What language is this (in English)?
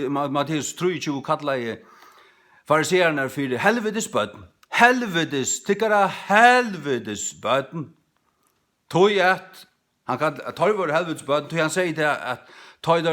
Faroese